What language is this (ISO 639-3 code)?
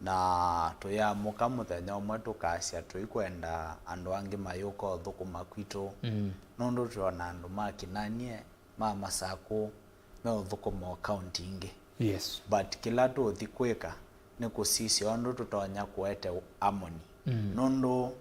kam